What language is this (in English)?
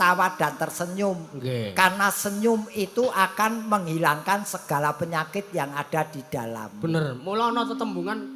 Javanese